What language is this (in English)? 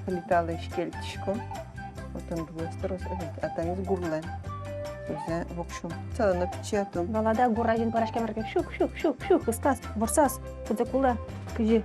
Udmurt